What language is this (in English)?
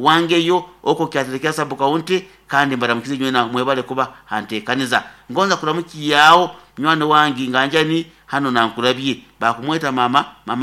Nyoro